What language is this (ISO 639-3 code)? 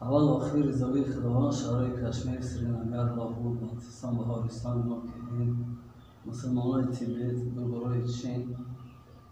tgk